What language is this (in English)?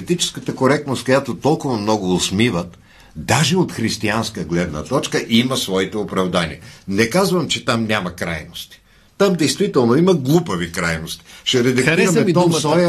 Bulgarian